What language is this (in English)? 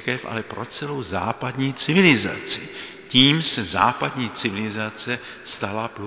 Czech